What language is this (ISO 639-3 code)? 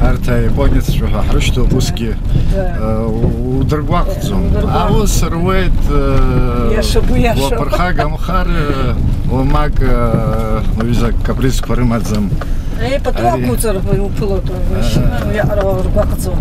abk